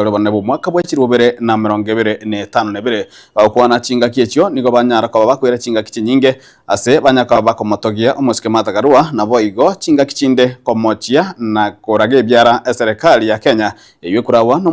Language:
Gusii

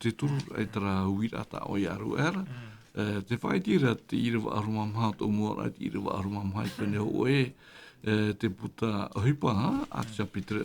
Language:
Tahitian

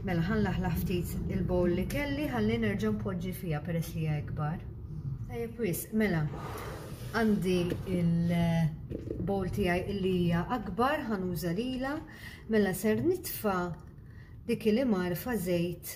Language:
Maltese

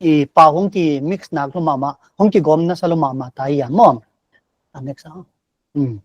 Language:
Paite Chin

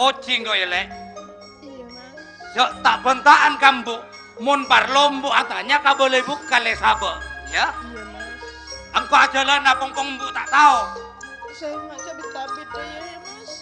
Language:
Madurese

